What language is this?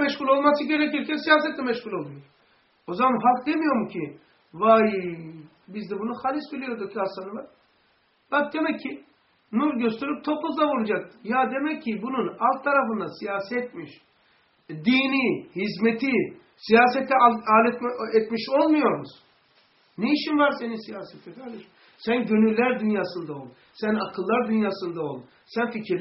Turkish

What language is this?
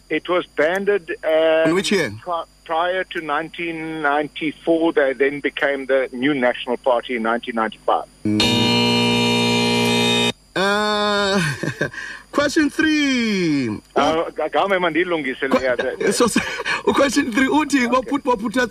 Xhosa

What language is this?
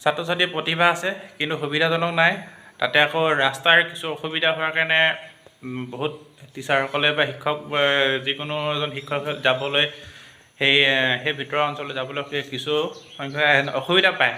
Assamese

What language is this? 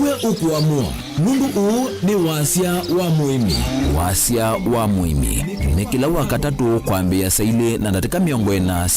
Kamba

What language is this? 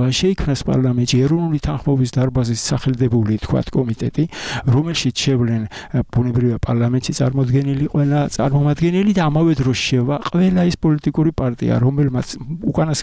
Georgian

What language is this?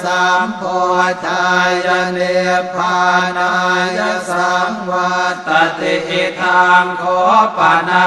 Pali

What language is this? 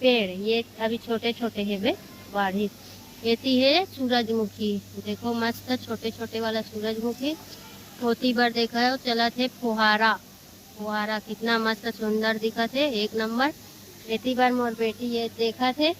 Chhattisgarhi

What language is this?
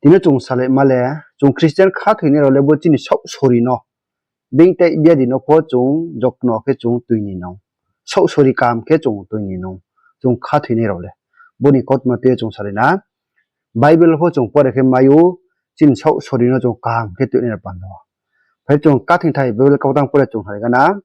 Riang (India)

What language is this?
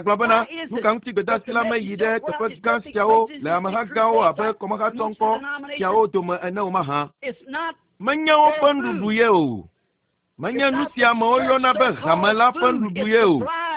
Ewe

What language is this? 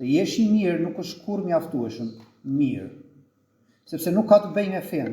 Albanian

